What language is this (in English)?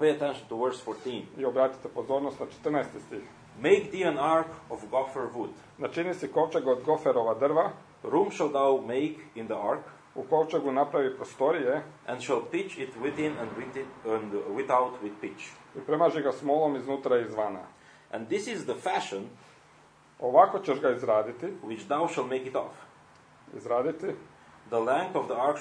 Croatian